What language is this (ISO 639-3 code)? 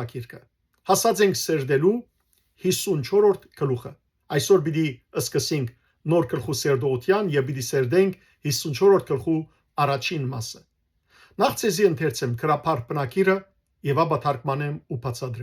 hyw